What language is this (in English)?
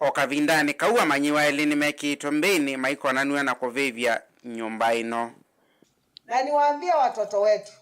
Kamba